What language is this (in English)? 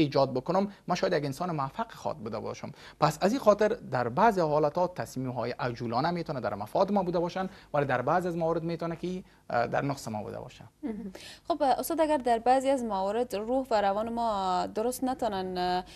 Persian